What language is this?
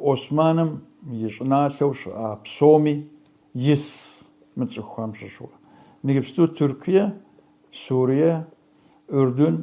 Kabardian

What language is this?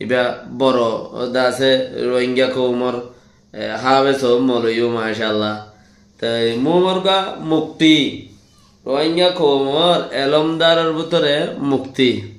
Rohingya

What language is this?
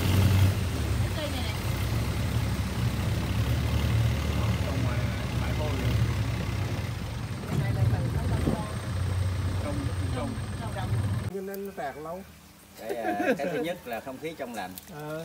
Vietnamese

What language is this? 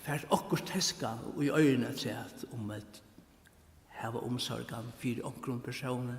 Faroese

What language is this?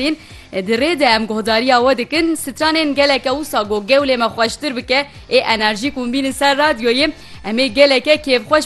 Kurdish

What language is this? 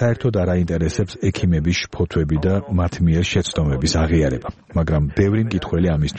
Georgian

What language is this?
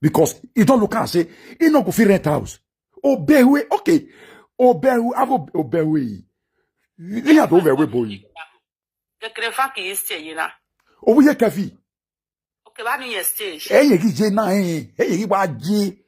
Nigerian Pidgin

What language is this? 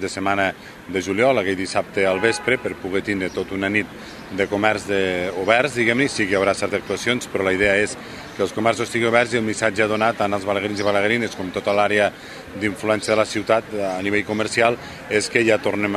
Catalan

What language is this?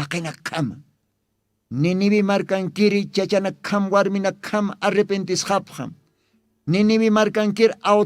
Aymara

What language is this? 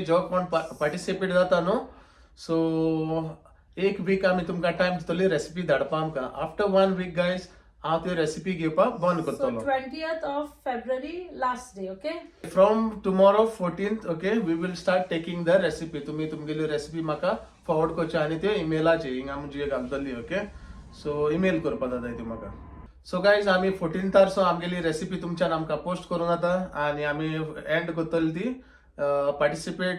Konkani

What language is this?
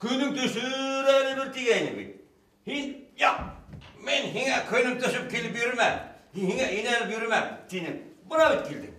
Bashkir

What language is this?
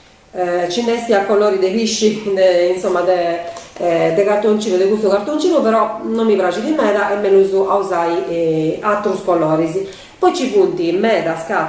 Sardinian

